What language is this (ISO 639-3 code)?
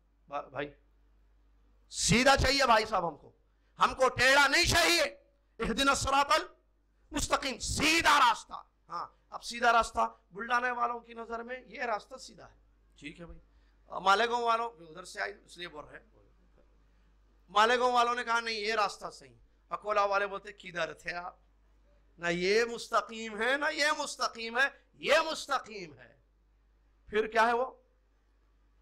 urd